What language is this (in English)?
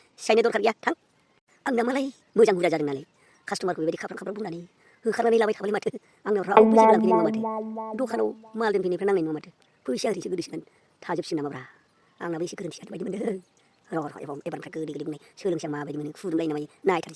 Bodo